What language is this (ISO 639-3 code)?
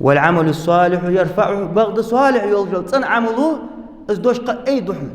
inh